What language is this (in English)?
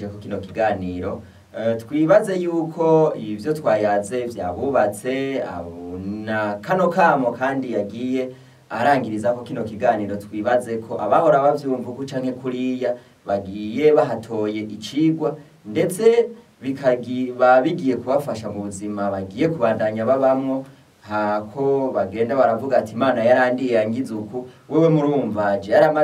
Rundi